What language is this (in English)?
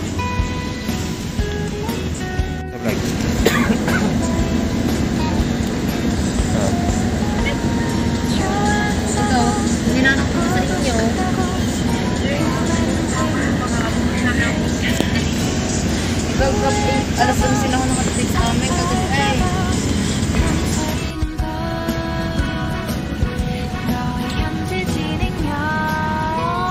Filipino